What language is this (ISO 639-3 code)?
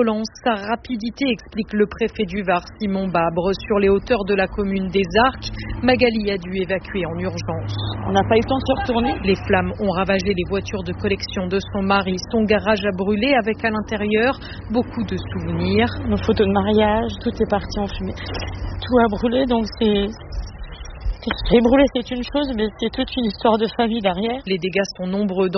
fra